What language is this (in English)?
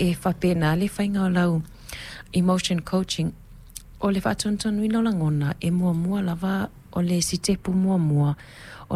Samoan